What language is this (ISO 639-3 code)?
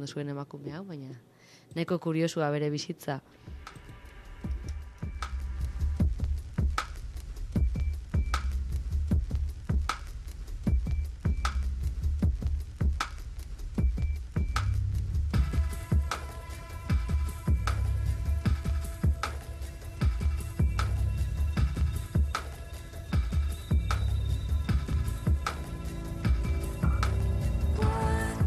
eus